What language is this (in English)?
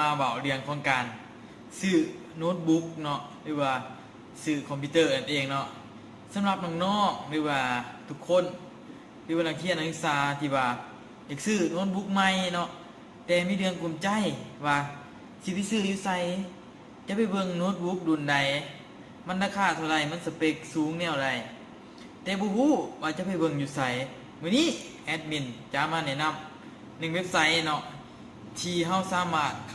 Lao